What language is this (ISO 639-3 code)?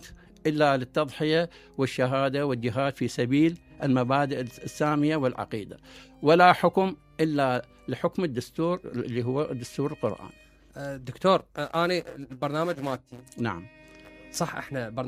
acm